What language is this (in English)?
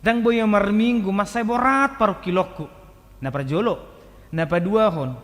Batak Toba